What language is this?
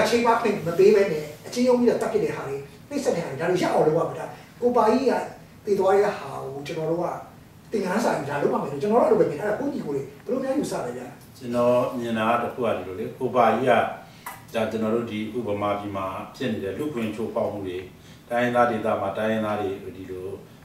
Burmese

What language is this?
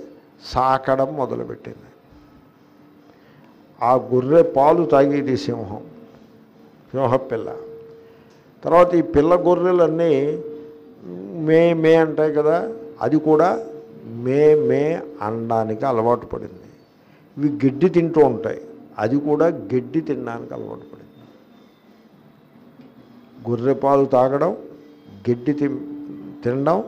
Telugu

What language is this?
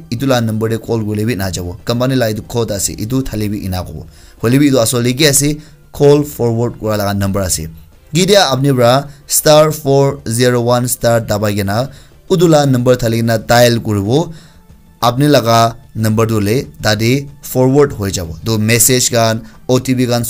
Naga Pidgin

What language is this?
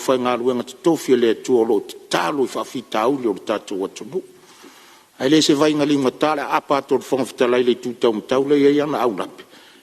Samoan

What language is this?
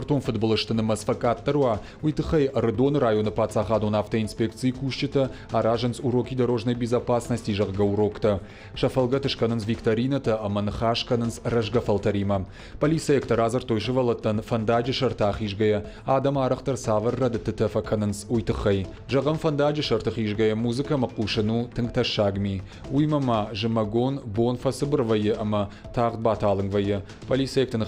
Ossetic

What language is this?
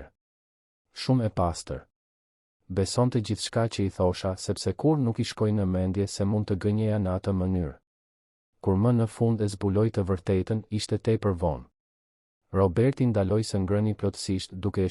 Albanian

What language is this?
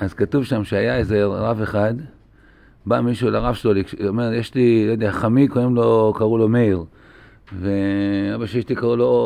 Hebrew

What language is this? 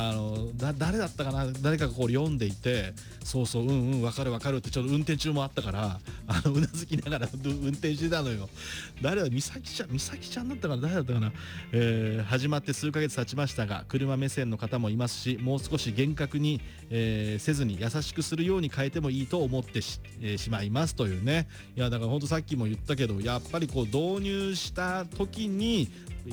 Japanese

